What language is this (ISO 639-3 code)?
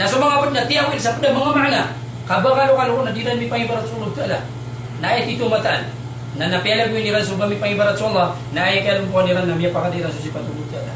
mrw